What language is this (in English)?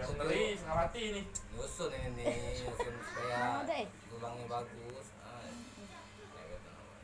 Musi